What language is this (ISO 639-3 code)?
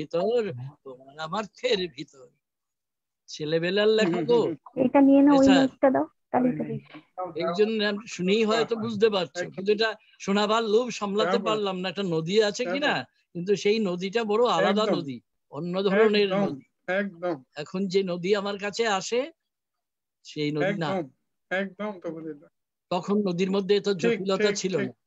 ben